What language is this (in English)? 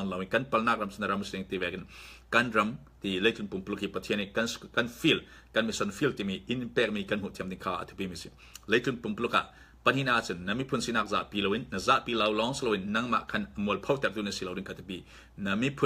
Falam Chin